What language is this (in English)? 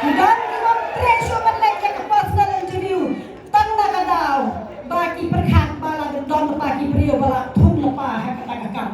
Khasi